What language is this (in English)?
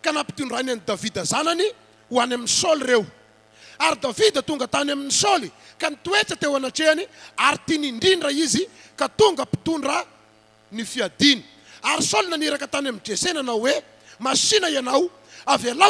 Malagasy